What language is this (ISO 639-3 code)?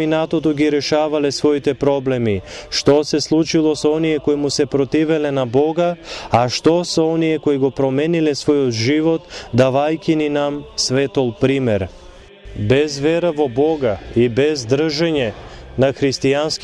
mkd